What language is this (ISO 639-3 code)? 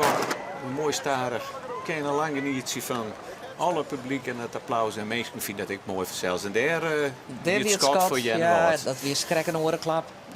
fry